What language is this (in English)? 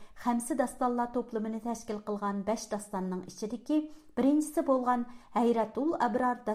Uyghur